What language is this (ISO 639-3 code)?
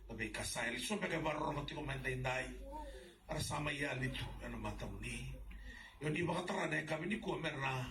fij